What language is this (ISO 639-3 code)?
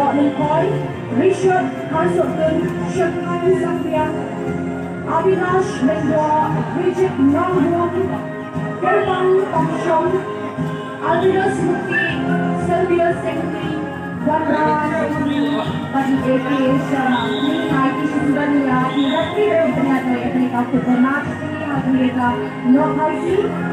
kha